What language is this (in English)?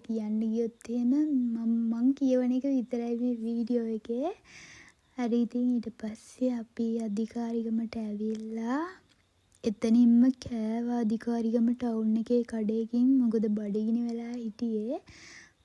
Sinhala